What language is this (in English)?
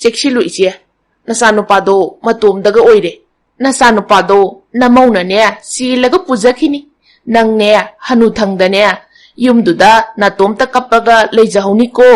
Manipuri